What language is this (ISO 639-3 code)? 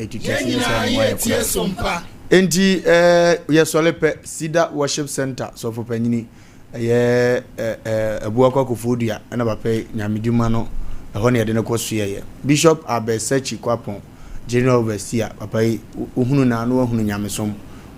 aka